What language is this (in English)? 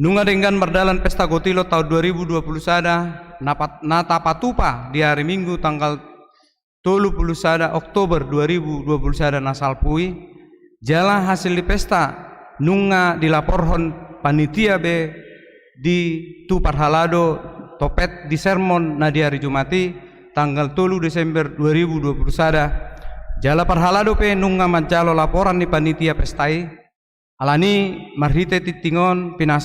Batak Toba